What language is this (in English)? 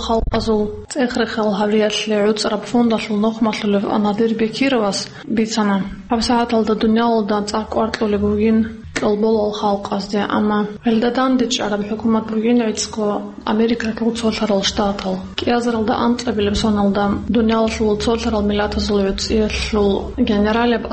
Avaric